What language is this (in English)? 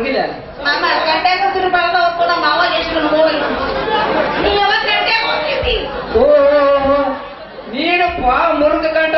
Kannada